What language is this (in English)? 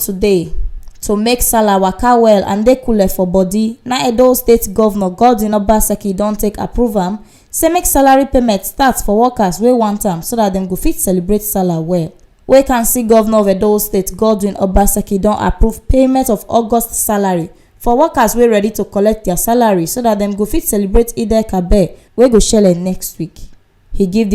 Nigerian Pidgin